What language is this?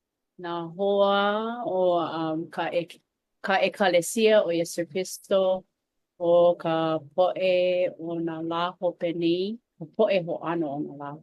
Hawaiian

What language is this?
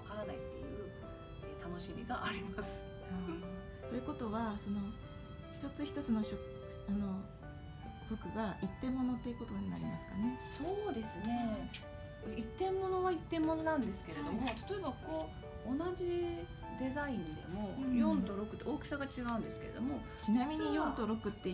Japanese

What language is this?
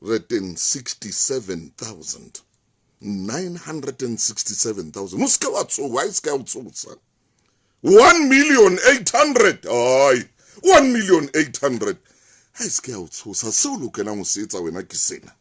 Southern Sotho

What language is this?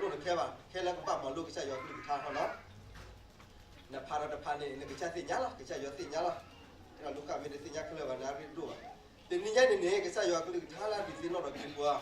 S'gaw Karen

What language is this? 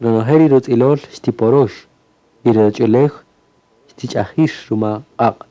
Kaqchikel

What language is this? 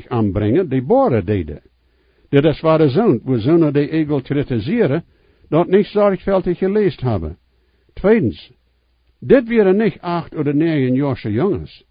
Plautdietsch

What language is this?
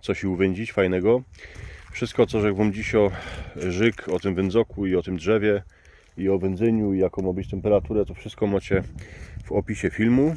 Silesian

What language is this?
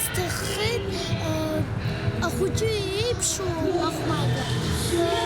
Abkhazian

